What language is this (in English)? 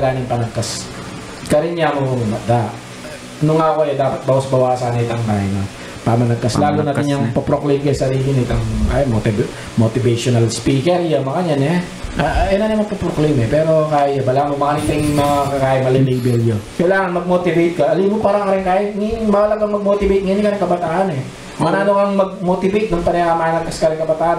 Pampanga